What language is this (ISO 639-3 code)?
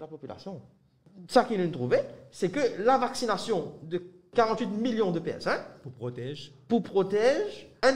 mfe